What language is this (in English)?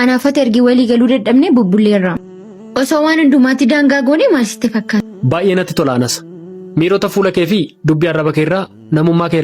Oromo